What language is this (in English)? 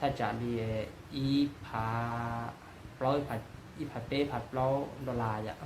Hmong